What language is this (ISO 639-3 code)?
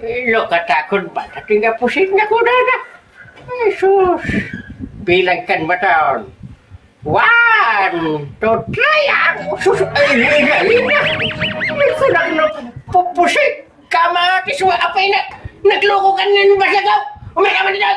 ilo